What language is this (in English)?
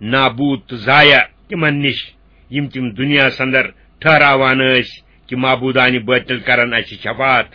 Kashmiri